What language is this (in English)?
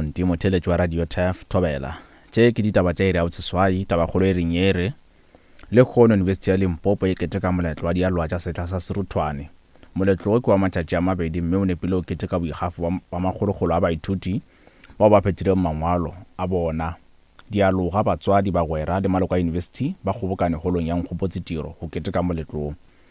Northern Sotho